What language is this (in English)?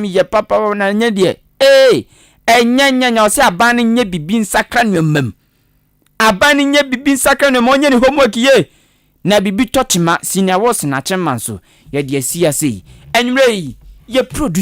Akan